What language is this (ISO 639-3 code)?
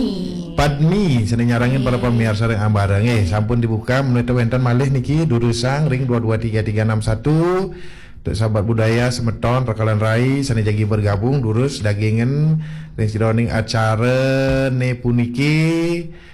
ban